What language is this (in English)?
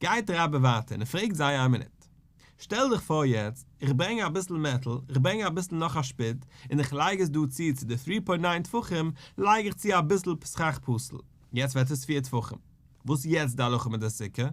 Yiddish